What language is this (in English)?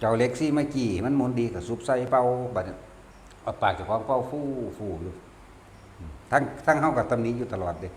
Northeastern Thai